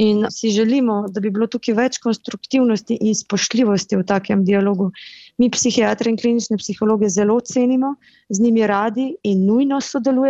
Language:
Slovenian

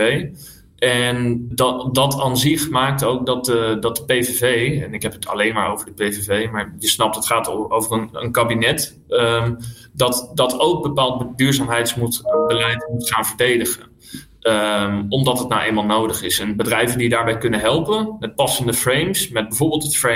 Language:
Dutch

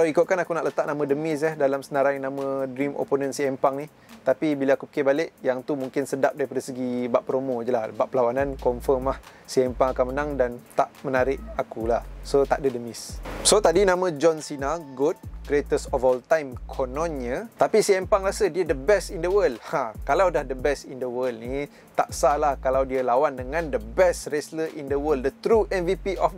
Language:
Malay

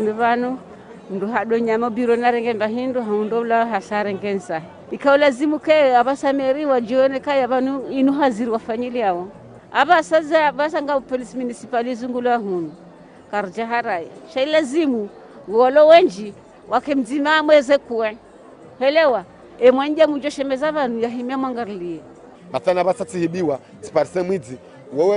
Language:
Ngazidja Comorian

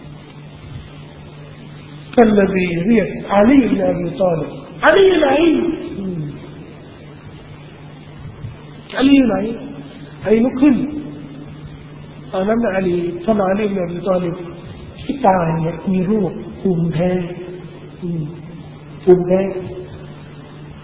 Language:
Thai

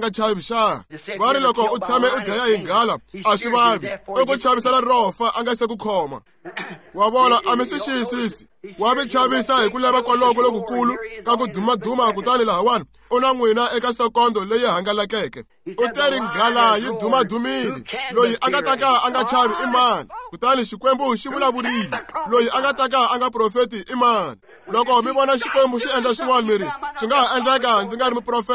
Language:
Tsonga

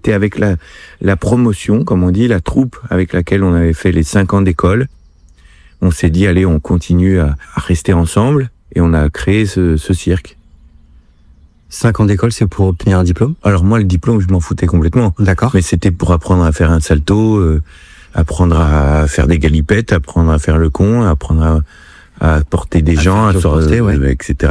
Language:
French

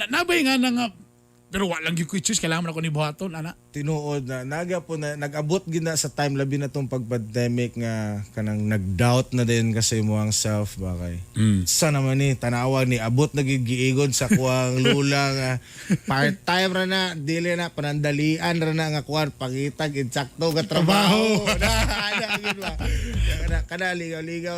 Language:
Cebuano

